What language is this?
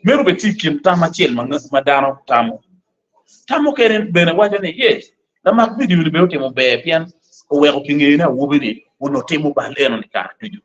Acoli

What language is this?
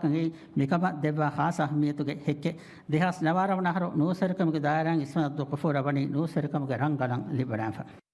Divehi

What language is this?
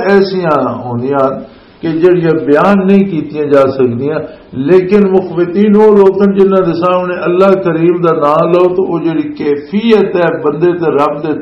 Western Panjabi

